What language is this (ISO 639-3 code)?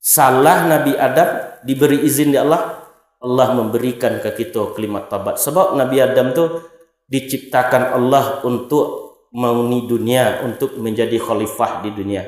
min